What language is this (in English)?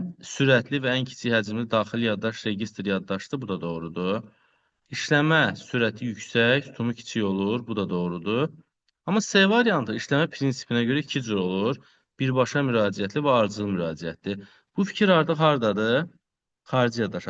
Azerbaijani